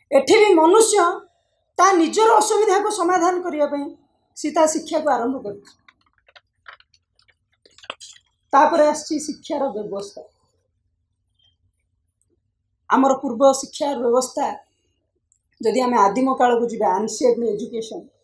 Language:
Odia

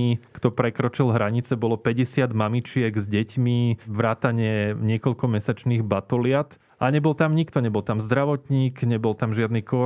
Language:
Slovak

